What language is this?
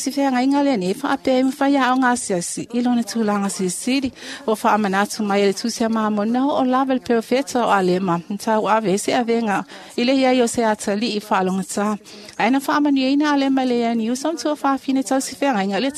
Samoan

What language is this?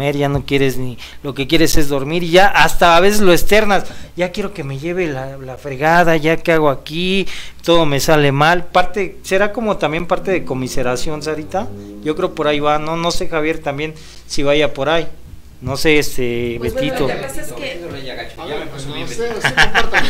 Spanish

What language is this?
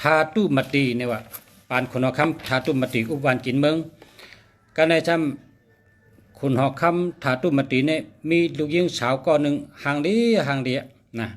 Shan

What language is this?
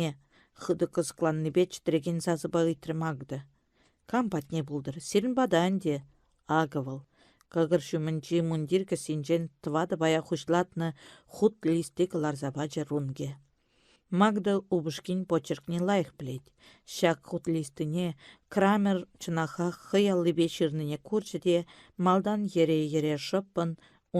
Chuvash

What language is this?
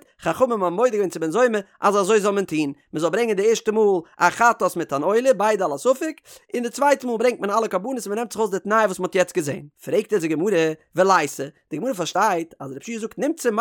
Yiddish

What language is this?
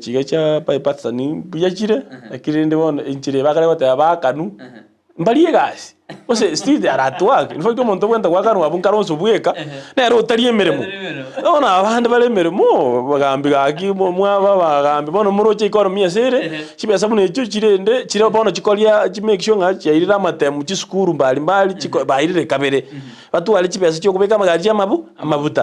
Gusii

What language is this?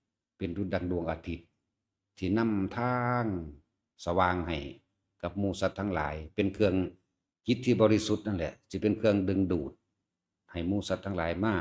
Northeastern Thai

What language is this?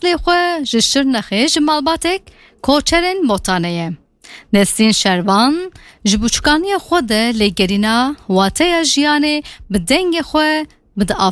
Kurdish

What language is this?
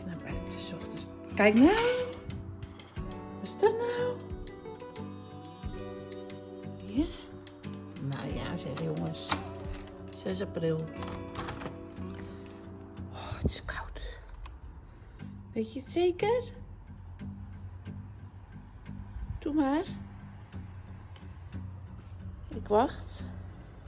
Dutch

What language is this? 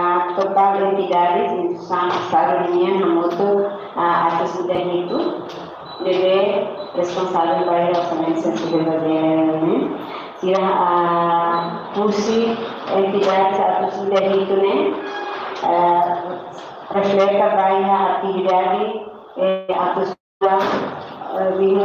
Tetum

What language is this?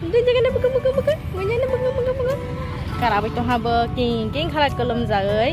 Kok Borok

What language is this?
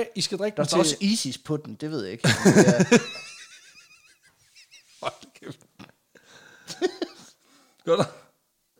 Danish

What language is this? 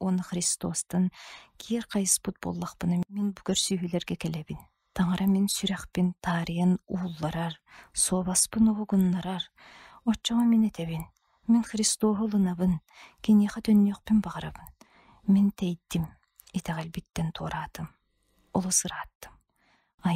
Yakut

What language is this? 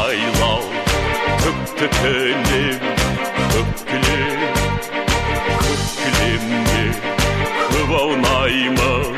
Kazakh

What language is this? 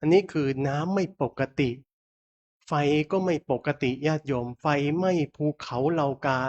Pali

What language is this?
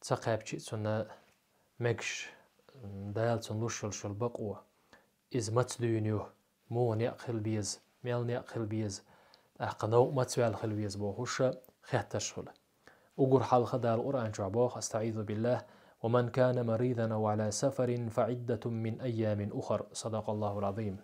Chechen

